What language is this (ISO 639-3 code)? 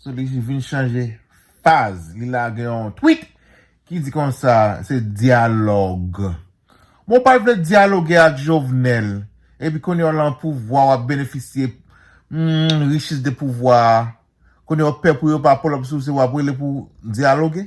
hat